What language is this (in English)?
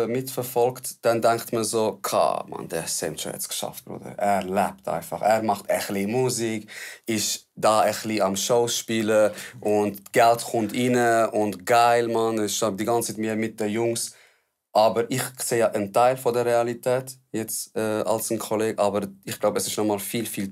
Swiss German